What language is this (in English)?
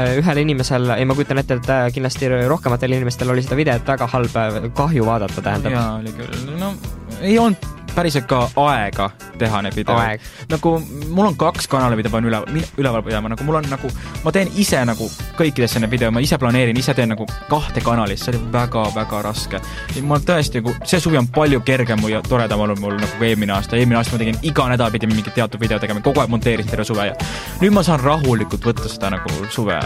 Estonian